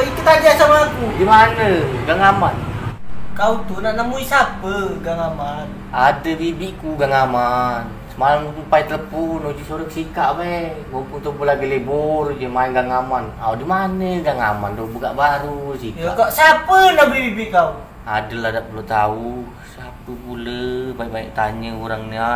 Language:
Musi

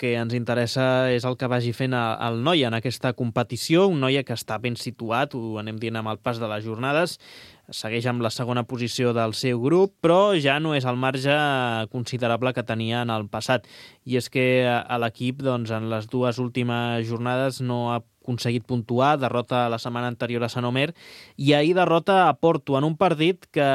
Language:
Catalan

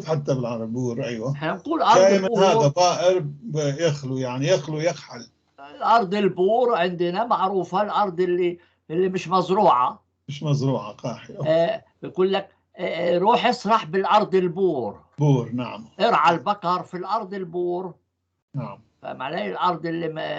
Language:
North Levantine Arabic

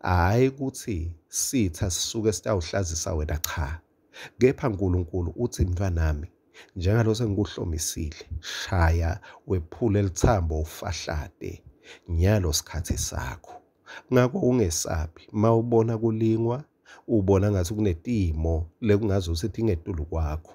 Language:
Swati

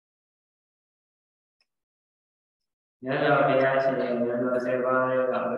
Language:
Burmese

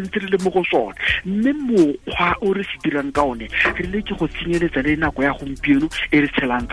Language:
Tswana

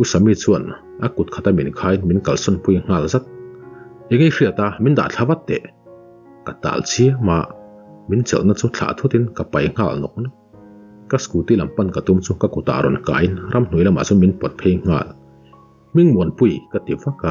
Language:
Mizo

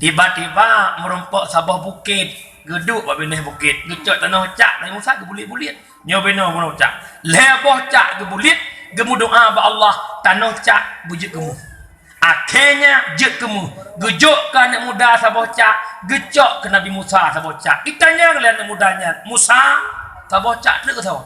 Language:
Achinese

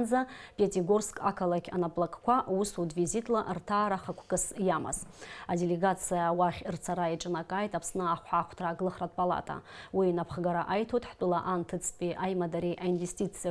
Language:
Abkhazian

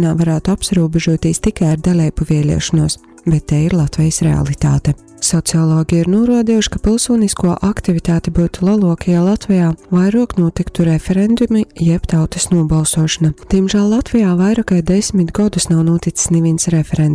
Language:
Latgalian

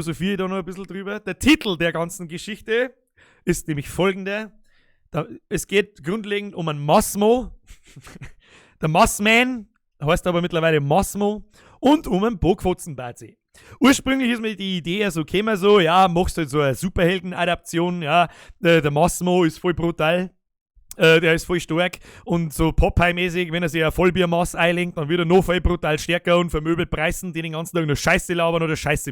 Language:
Bavarian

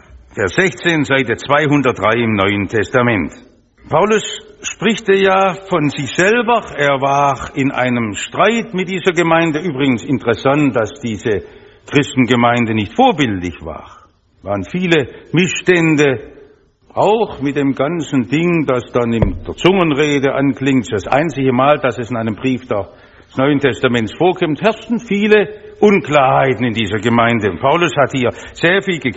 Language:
German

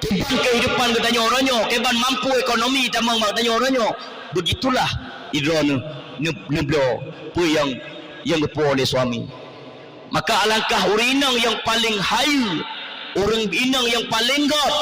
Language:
Achinese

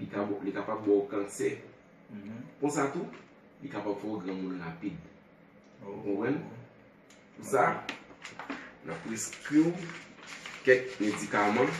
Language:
Haitian Creole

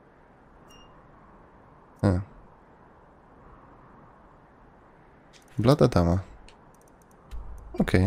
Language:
Polish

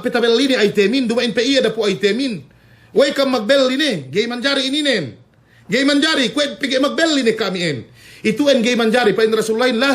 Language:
Yakan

